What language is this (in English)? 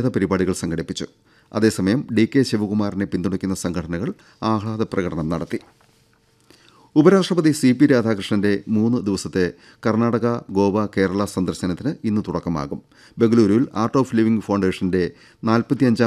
Malayalam